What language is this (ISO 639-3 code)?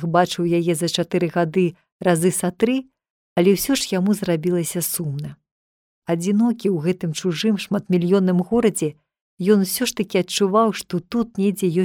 bel